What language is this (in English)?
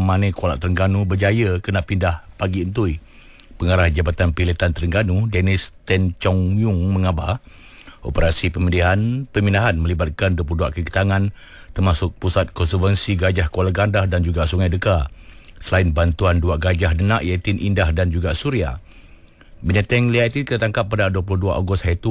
Malay